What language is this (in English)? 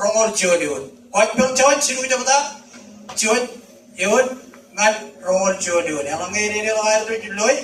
Marshallese